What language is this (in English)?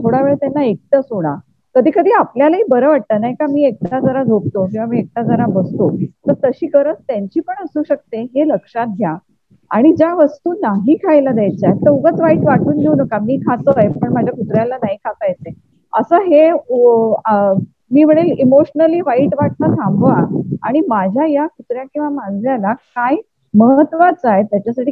Marathi